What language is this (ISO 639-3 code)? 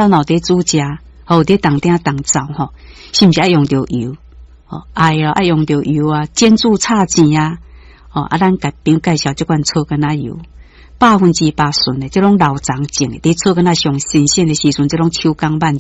nan